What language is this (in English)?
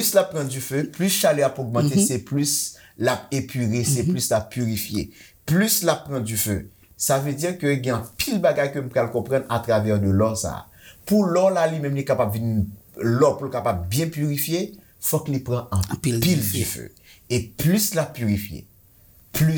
Haitian Creole